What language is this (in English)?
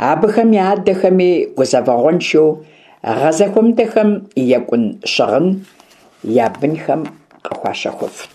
Kabardian